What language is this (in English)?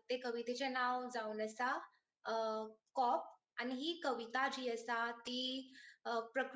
Konkani